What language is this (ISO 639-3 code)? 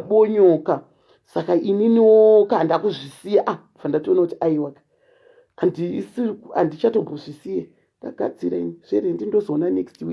sna